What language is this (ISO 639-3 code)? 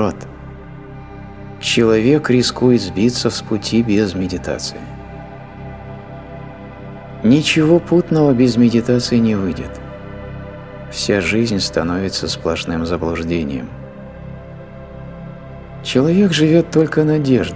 rus